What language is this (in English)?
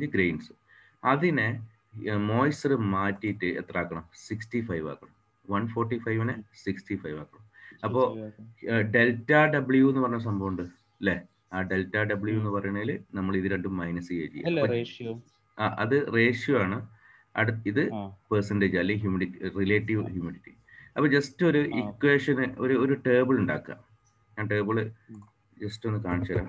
Malayalam